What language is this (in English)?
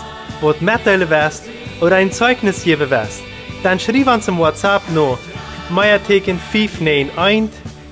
Plautdietsch